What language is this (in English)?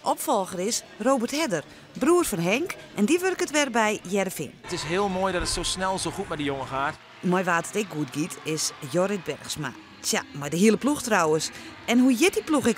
Western Frisian